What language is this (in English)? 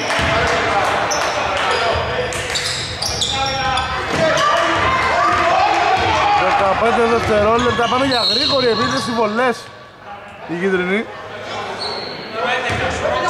Greek